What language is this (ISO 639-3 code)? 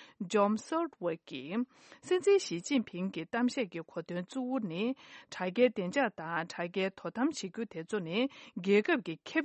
bod